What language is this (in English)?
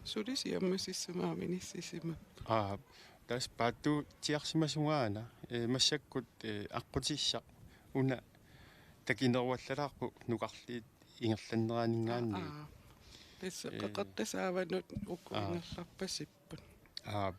Kalaallisut